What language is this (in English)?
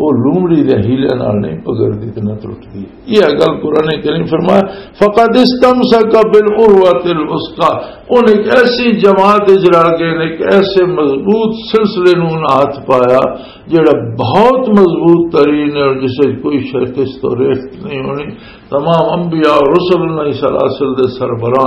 Western Panjabi